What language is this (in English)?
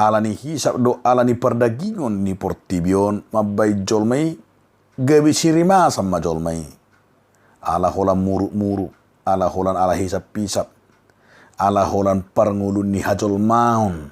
Batak Toba